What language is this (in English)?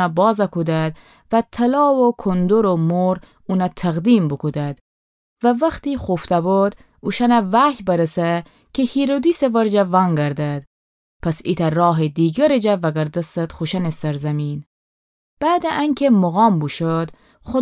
Gilaki